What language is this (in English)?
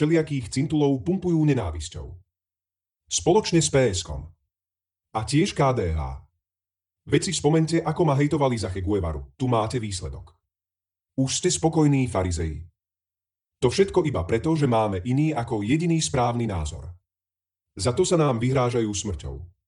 Slovak